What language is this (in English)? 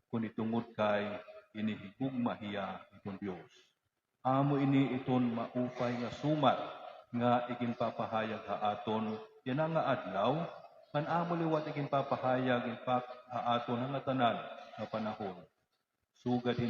Waray